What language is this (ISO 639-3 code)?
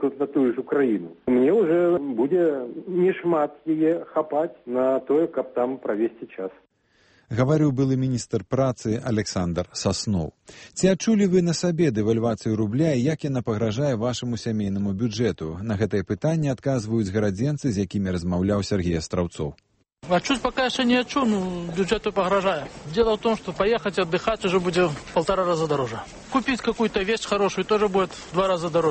bel